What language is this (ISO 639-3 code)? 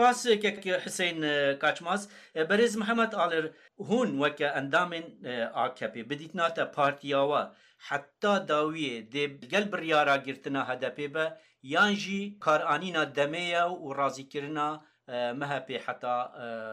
kur